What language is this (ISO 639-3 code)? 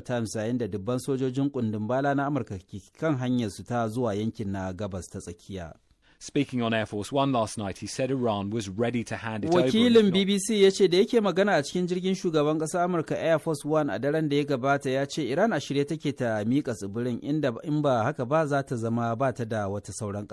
hau